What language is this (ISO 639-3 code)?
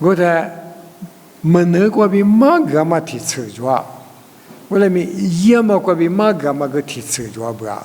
lis